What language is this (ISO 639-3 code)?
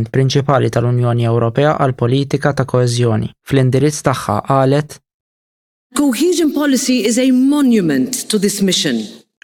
mlt